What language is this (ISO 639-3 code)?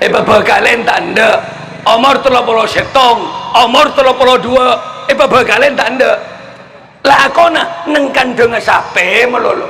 mad